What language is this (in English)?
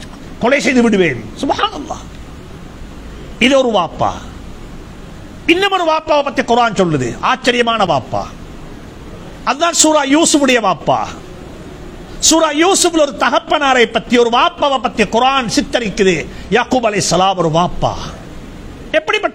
Tamil